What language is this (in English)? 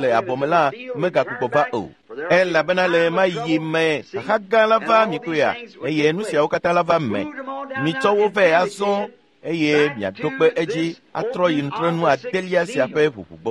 Ewe